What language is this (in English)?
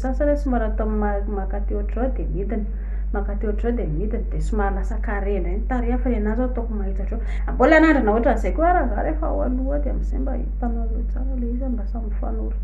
Malagasy